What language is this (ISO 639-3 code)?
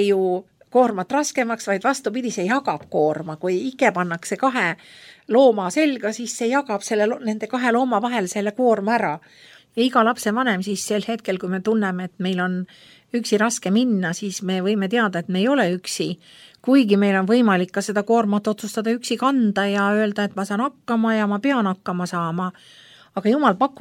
est